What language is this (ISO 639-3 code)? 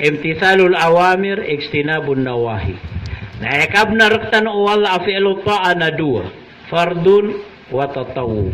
mrw